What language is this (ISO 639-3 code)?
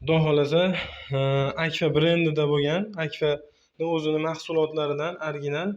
uzb